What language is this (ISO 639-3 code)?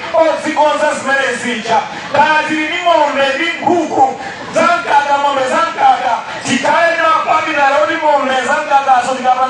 nya